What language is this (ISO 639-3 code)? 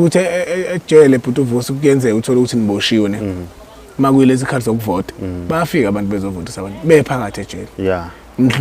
zul